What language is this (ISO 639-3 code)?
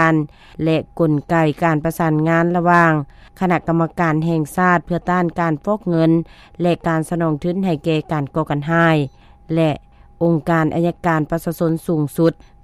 lao